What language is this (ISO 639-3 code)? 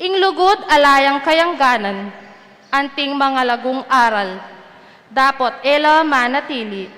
pam